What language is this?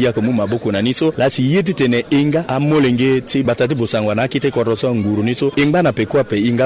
Sango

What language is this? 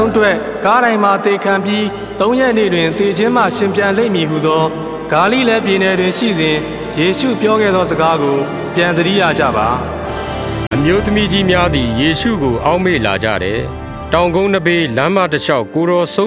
Burmese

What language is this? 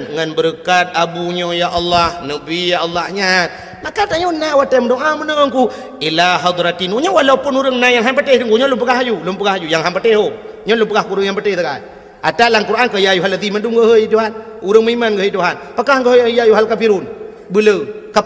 Achinese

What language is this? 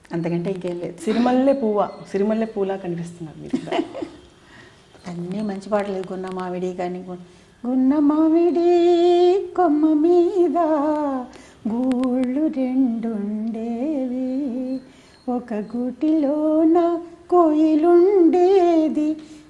Telugu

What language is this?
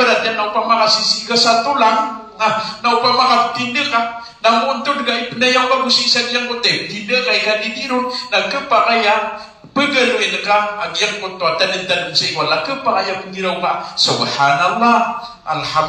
Maranao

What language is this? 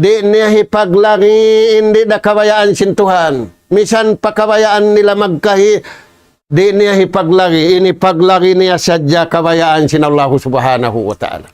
Tausug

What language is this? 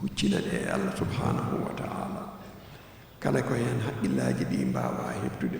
Fula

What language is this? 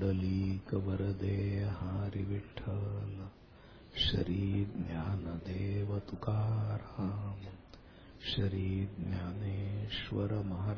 Marathi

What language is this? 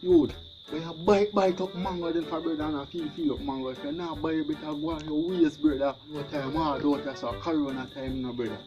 Jamaican Creole English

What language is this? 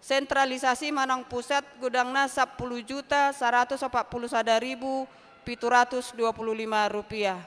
Batak Toba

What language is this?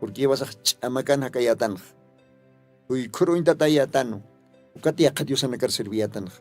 Aymara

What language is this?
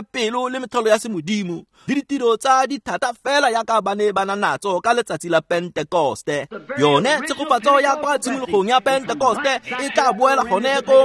Tswana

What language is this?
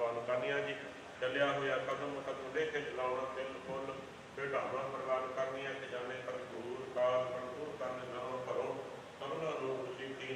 Punjabi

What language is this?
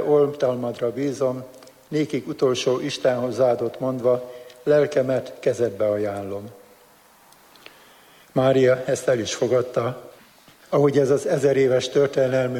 Hungarian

